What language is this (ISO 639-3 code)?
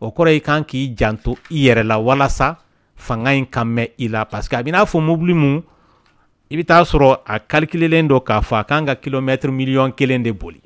dyu